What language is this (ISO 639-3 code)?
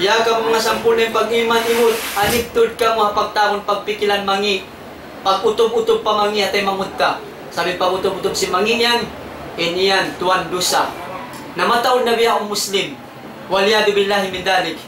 tsg